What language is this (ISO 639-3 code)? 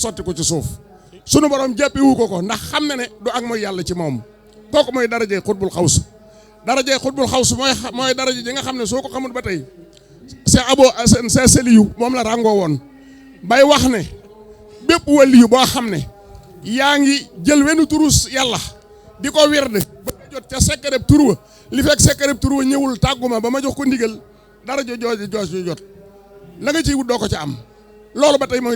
wol